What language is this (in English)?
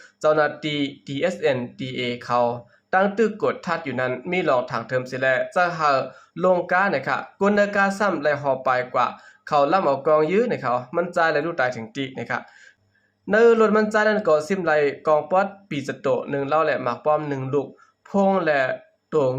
Shan